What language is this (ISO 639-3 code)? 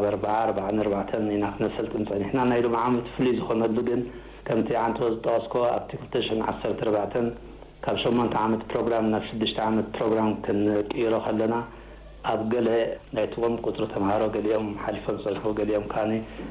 tir